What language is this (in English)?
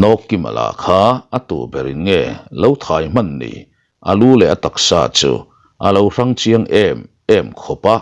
Mizo